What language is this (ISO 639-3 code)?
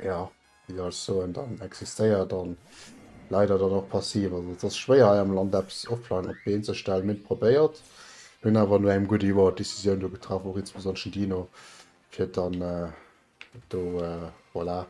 ltz